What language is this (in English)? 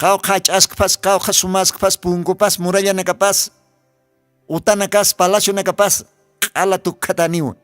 Aymara